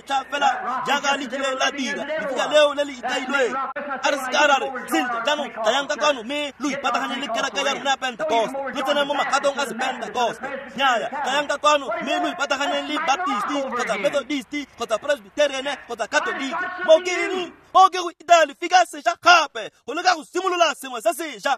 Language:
Tswana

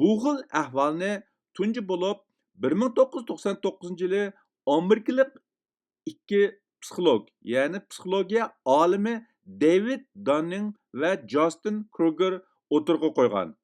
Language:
Uyghur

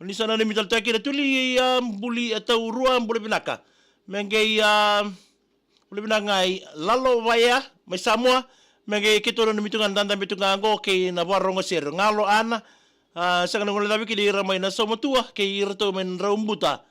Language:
Fijian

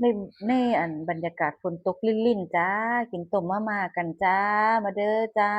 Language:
Northeastern Thai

